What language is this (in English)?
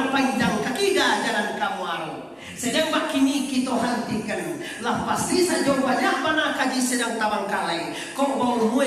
Minangkabau